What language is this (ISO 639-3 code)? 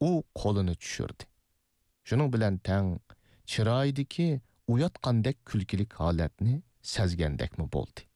uig